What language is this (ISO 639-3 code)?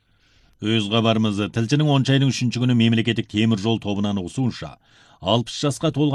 kaz